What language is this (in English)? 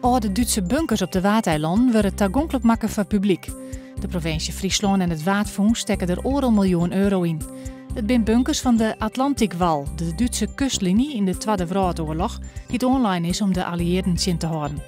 Western Frisian